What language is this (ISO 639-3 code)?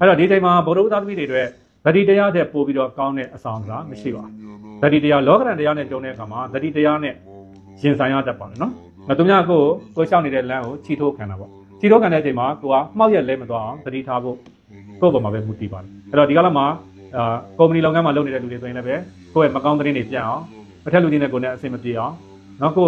mya